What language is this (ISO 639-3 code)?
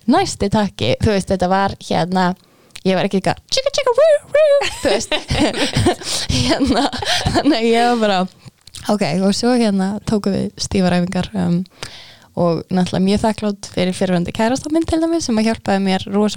isl